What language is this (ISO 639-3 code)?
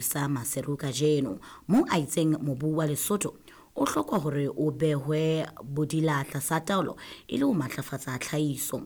sot